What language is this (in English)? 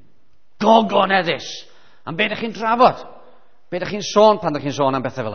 Welsh